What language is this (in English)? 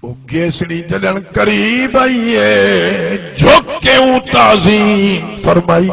Saraiki